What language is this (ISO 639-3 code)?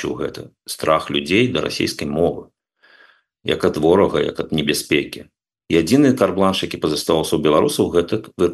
bel